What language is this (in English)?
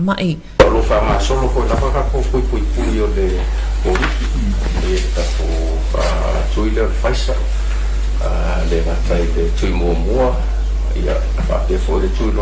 Samoan